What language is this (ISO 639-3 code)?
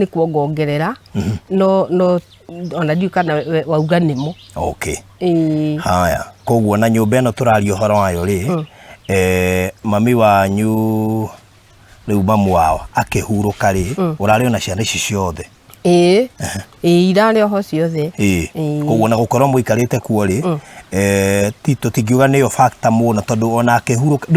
kik